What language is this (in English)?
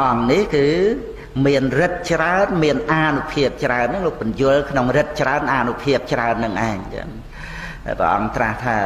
Khmer